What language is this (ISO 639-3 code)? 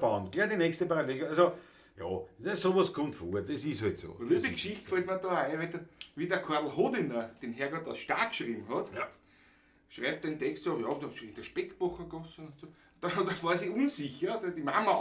bar